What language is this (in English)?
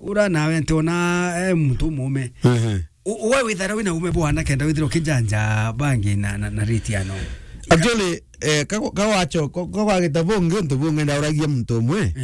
Meru